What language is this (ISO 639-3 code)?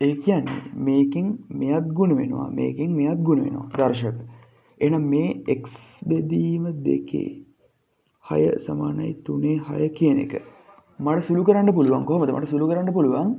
sin